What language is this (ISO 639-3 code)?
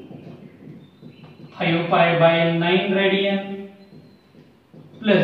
mar